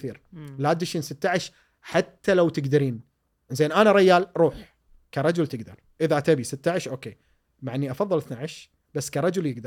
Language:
Gulf Arabic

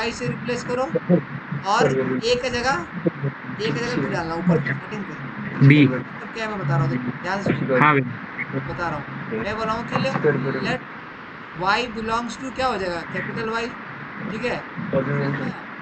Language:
Hindi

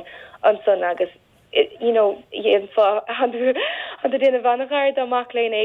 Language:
Irish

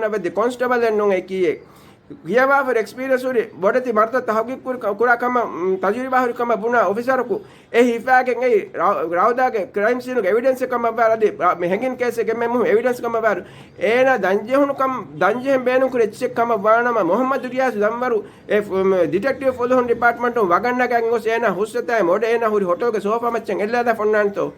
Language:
Divehi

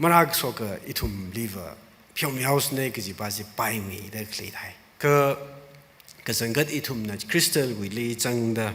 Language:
Tangkhul Naga (India)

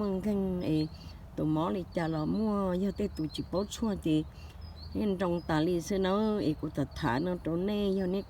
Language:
Hmong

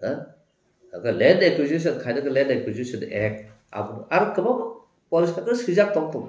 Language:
Kok Borok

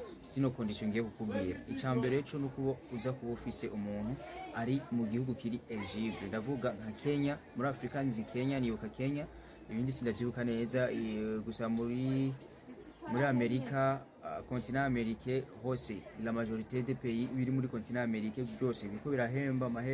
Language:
Rundi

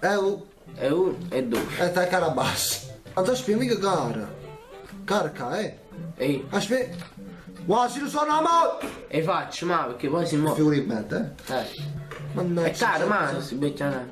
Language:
Neapolitan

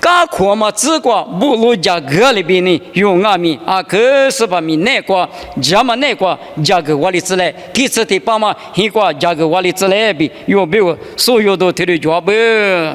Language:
Lisu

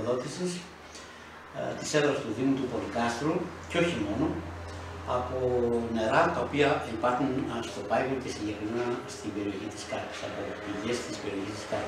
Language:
Greek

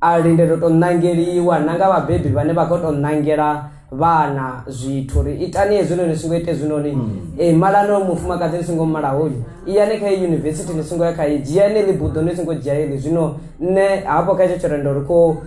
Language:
Venda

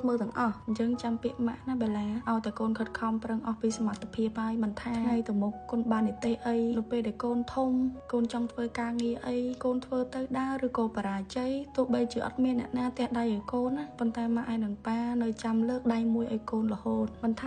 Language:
Khmer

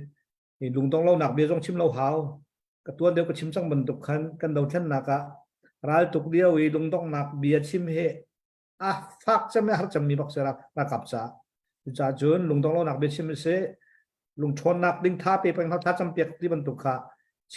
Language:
Hakha Chin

